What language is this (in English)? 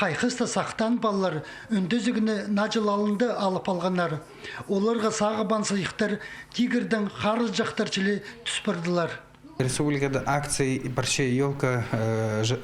Khakas